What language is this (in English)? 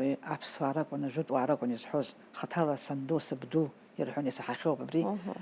Abkhazian